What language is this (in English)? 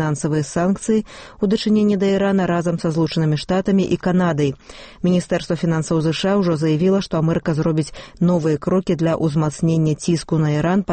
Belarusian